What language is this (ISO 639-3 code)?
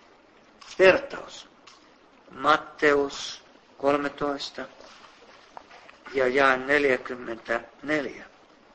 fin